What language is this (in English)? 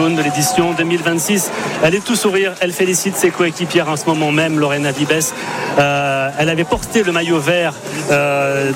French